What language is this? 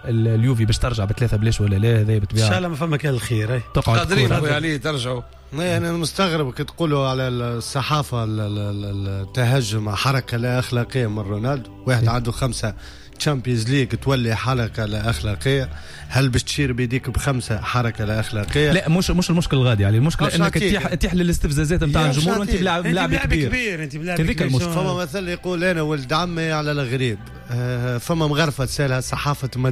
Tunisian Arabic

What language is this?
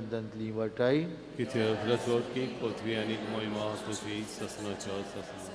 Konkani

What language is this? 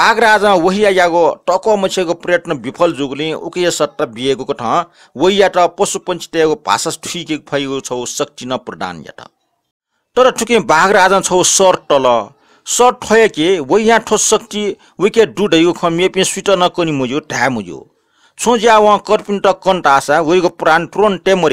Newari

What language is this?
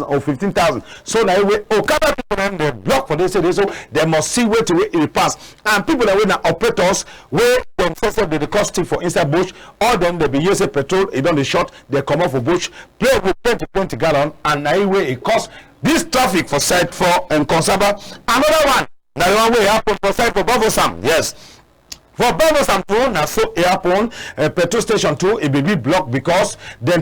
Cameroon Pidgin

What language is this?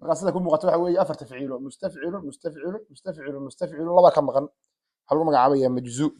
Somali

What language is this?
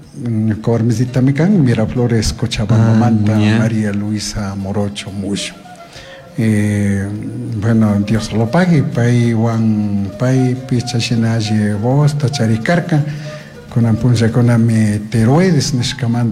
Chimborazo Highland Quichua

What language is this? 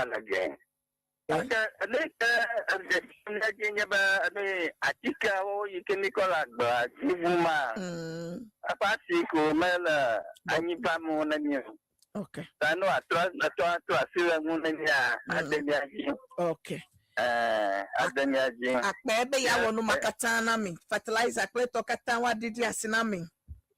Ewe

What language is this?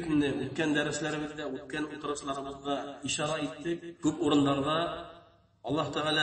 Bashkir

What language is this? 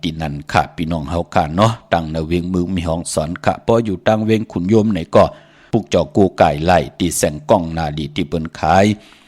Shan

